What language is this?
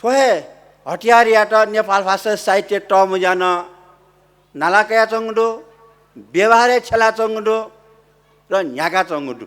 Newari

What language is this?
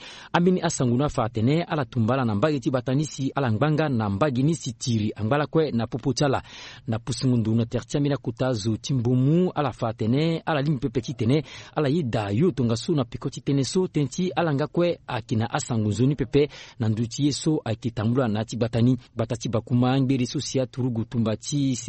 Sango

